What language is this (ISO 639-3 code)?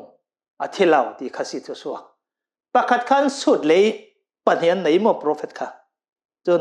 cnh